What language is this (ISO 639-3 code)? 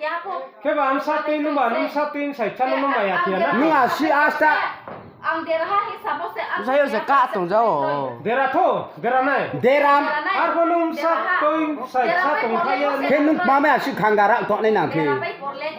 ria